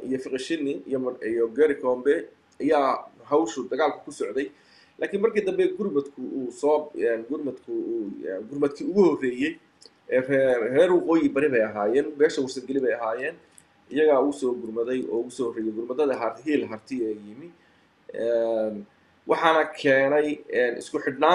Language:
Somali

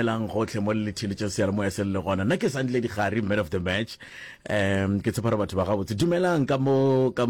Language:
Northern Sotho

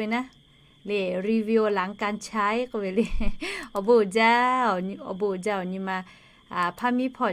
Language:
Lahu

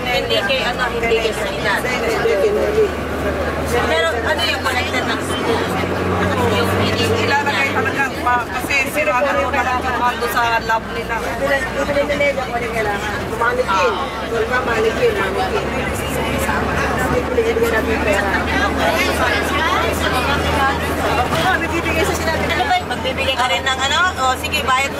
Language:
Filipino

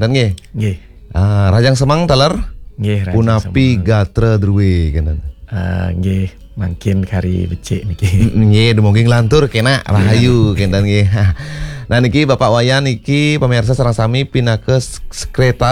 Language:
Balinese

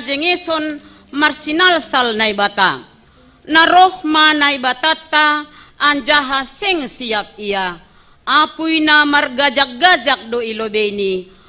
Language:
Batak Simalungun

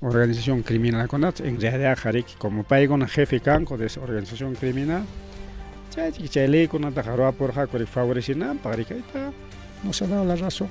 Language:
Ayacucho Quechua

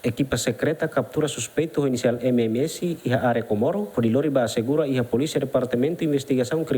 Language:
Tetum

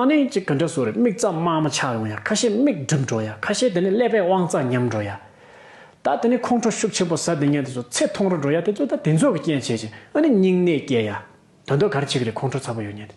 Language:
Tibetan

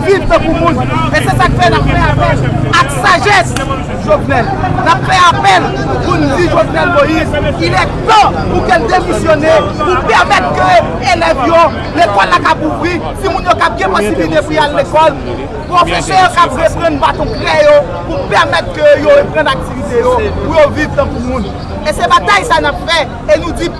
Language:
Haitian Creole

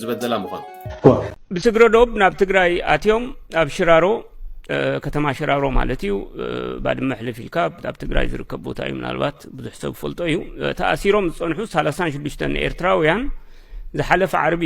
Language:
Tigrinya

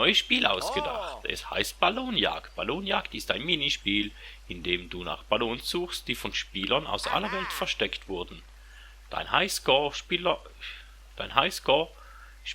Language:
Swiss German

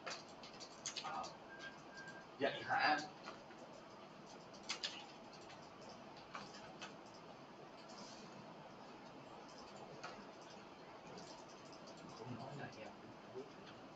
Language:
Vietnamese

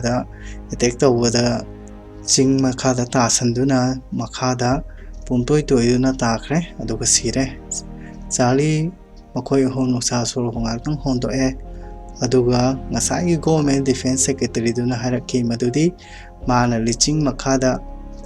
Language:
Manipuri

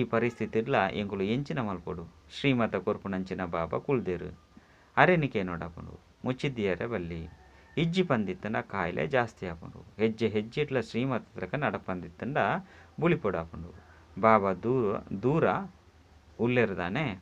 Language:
Tulu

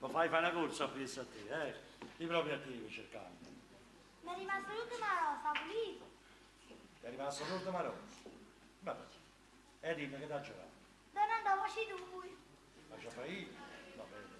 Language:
Neapolitan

